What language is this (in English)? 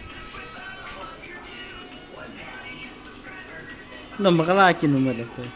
Lao